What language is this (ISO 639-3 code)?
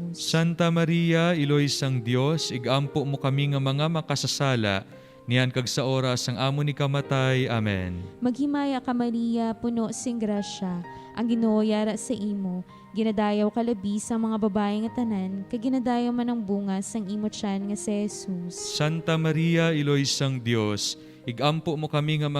hil